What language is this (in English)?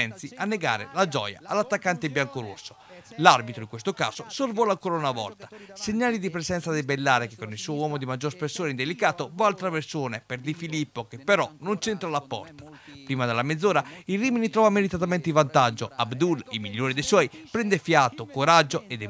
Italian